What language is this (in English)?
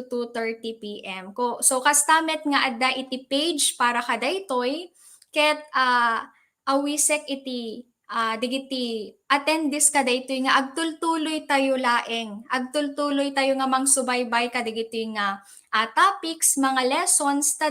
Iloko